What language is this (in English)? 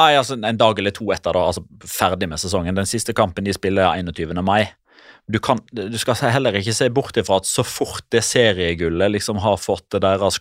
Norwegian